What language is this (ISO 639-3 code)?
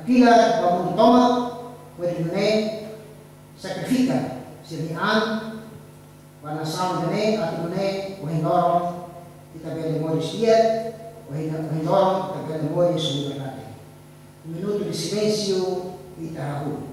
glg